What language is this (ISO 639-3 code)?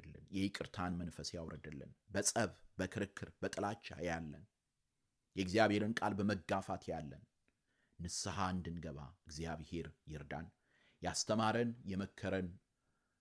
amh